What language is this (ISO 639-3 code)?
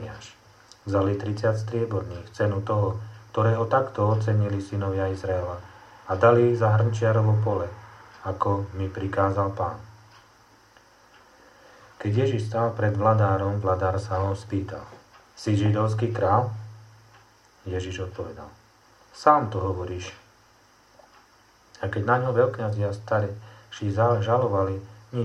slk